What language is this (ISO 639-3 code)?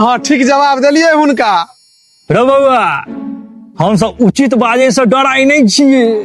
mai